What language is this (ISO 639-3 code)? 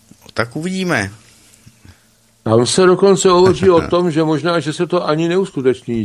ces